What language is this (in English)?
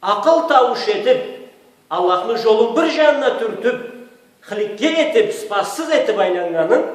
Karachay-Balkar